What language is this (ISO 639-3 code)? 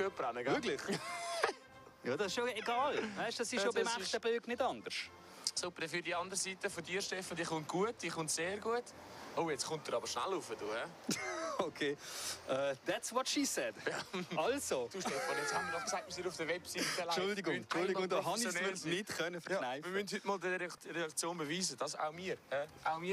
gsw